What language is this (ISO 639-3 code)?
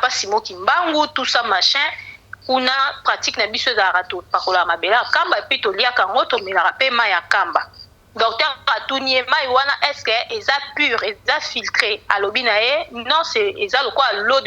lin